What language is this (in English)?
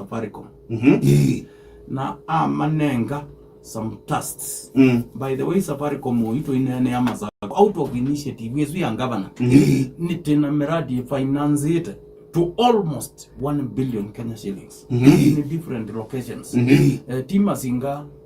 Kamba